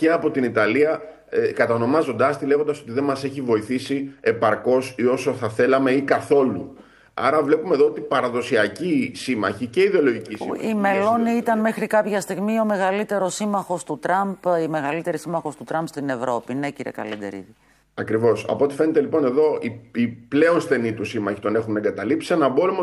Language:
Greek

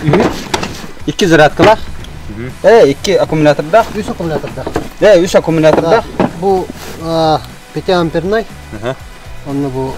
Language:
Yakut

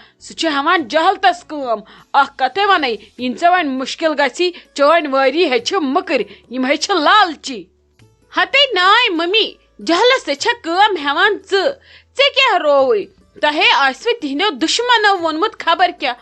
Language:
Kashmiri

